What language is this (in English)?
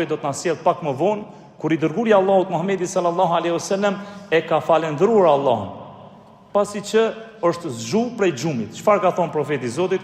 Albanian